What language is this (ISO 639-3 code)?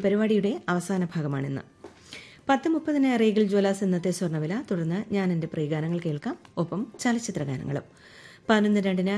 mal